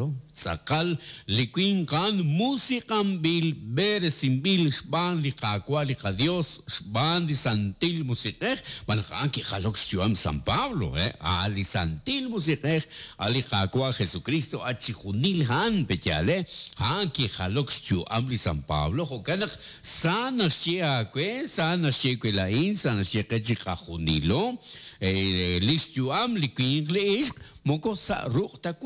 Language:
Kekchí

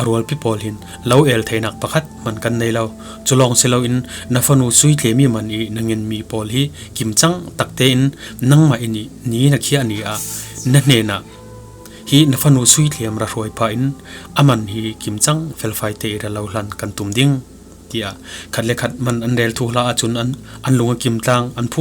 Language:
Falam Chin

